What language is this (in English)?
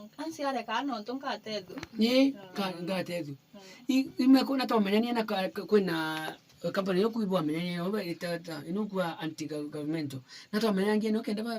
Meru